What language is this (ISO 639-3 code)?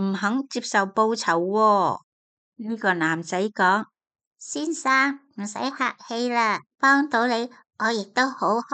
yue